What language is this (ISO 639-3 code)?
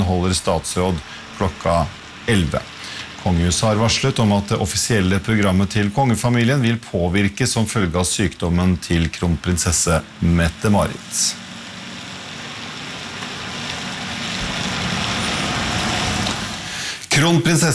nor